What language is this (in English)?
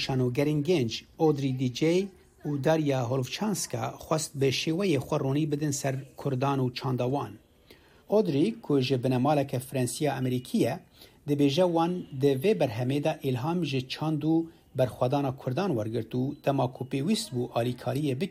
Kurdish